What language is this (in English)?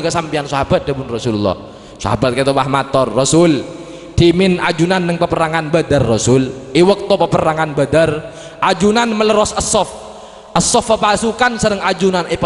Madurese